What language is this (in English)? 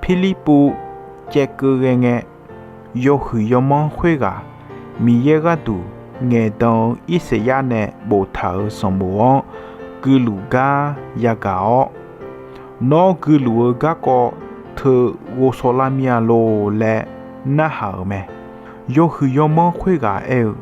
Akha